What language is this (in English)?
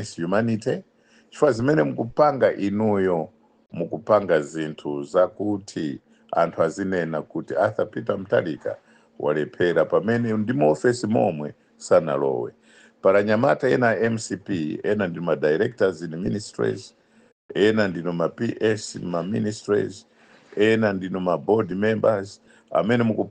Nyanja